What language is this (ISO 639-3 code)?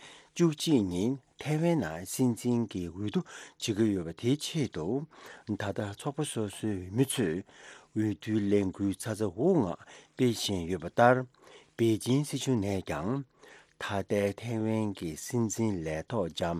bod